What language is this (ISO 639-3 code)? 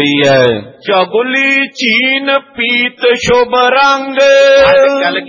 pan